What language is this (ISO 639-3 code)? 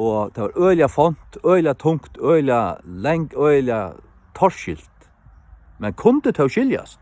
fao